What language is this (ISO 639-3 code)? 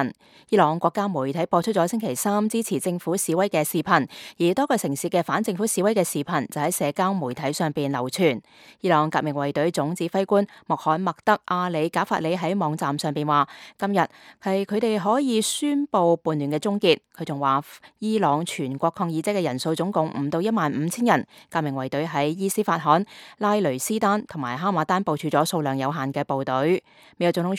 yue